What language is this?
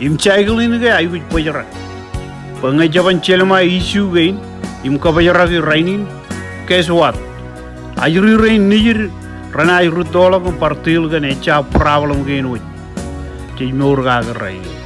Marshallese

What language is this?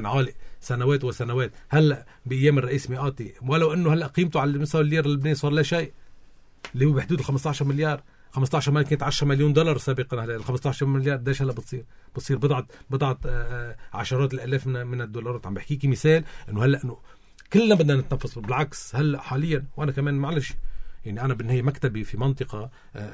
North Levantine Arabic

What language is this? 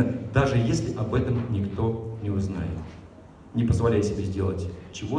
Russian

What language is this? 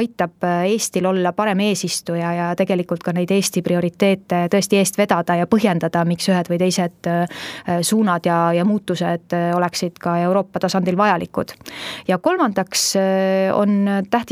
Estonian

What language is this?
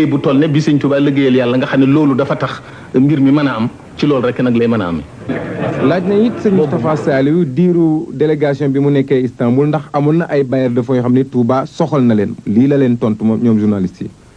Wolof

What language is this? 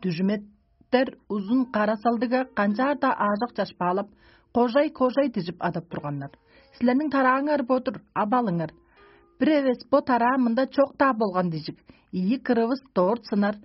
Tuvinian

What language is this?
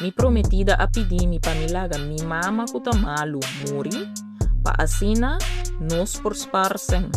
Papiamento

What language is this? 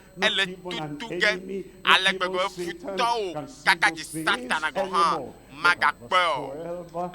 Ewe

